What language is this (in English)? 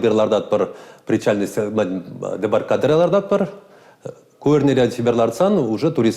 Chuvash